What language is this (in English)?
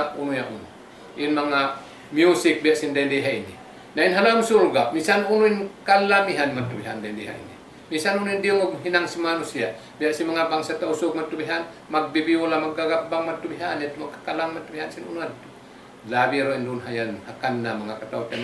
Tausug